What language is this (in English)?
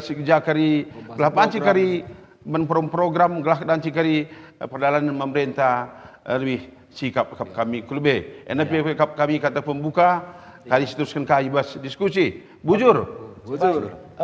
Batak Karo